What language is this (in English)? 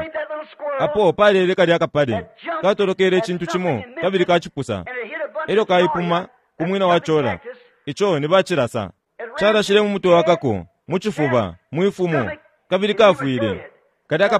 Bemba